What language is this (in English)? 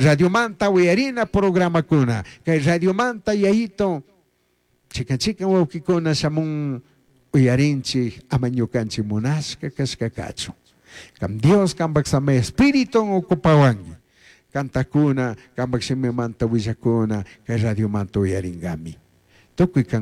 Chimborazo Highland Quichua